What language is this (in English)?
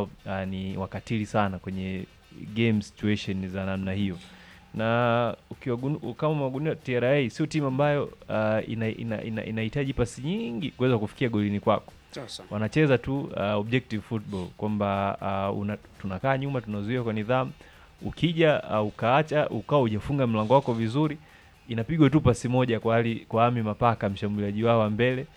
Swahili